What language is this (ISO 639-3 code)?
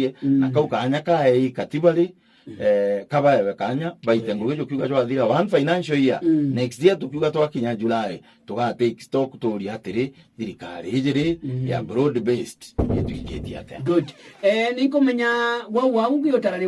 mer